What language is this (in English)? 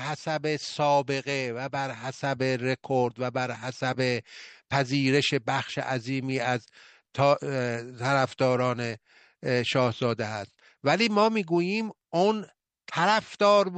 Persian